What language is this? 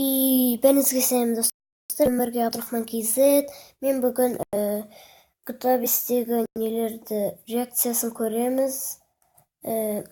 Kazakh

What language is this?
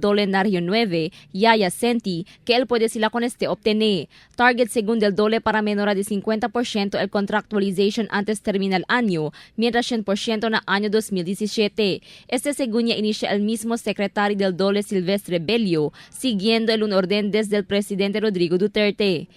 Chavacano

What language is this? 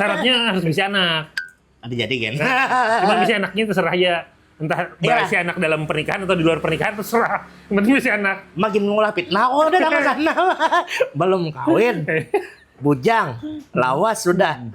Banjar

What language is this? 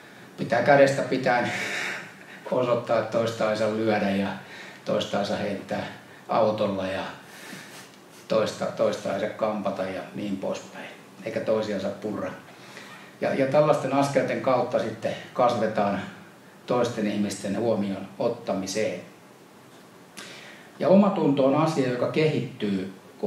Finnish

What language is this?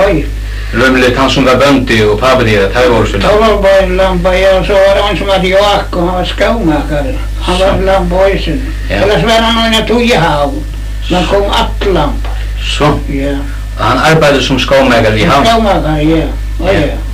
Faroese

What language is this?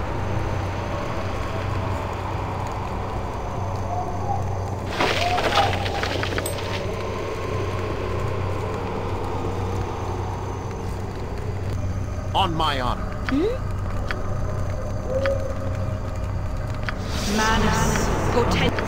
English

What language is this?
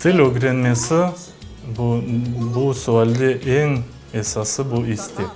Crimean Tatar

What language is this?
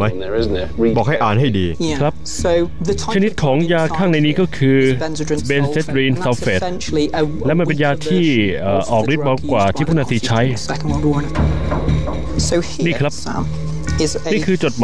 Thai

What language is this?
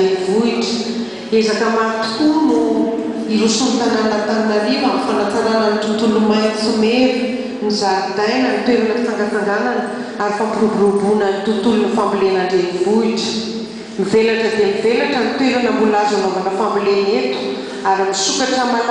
Malagasy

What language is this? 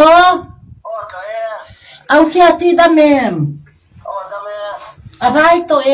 Mizo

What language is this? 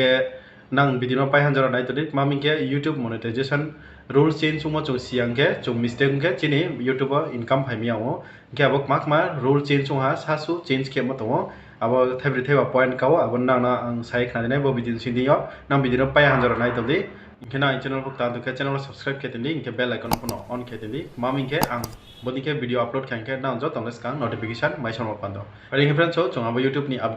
Riang (India)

